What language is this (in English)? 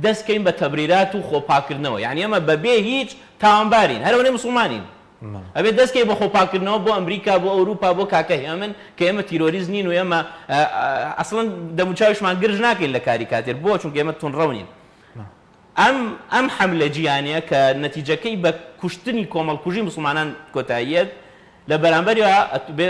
Central Kurdish